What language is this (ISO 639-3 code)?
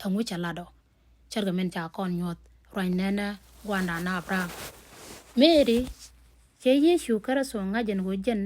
nus